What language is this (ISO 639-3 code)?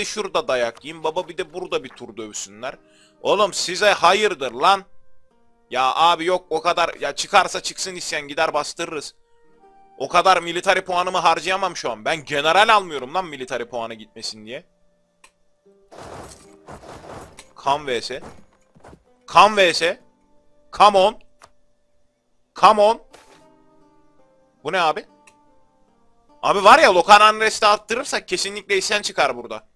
tur